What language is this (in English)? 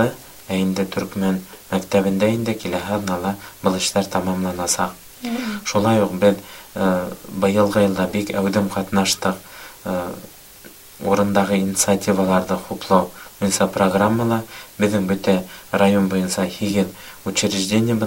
Bashkir